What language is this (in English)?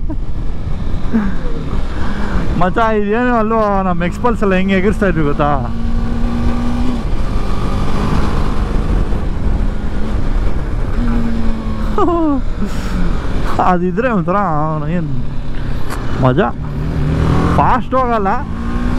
Kannada